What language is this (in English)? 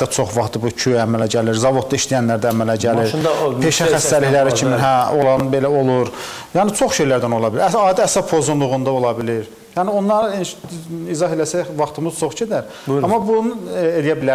Azerbaijani